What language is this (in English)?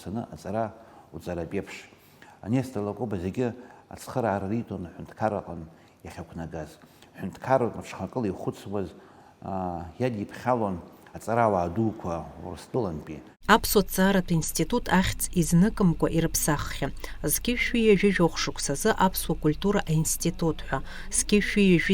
Abkhazian